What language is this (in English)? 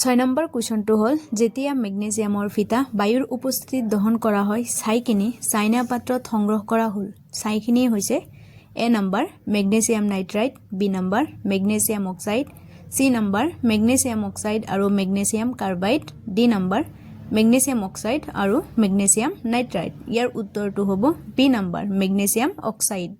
Assamese